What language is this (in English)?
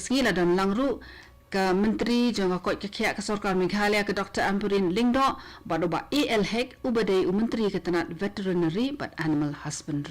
Khasi